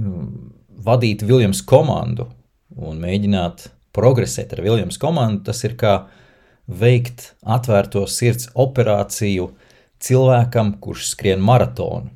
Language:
Latvian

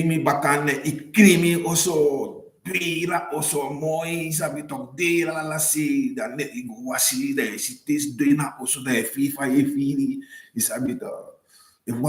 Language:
Sranan Tongo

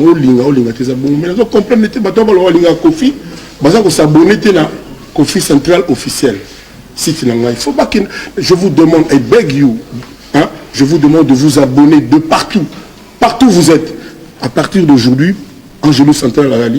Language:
Lingala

